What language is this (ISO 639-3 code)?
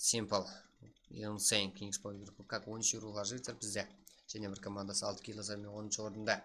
kaa